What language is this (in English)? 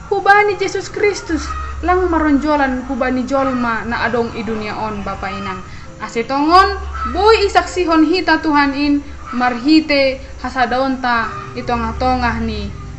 Batak Simalungun